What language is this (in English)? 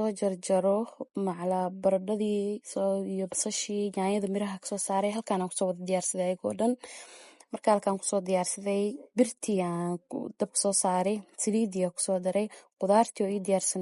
Somali